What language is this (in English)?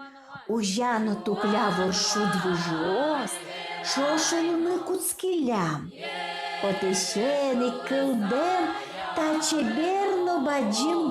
Udmurt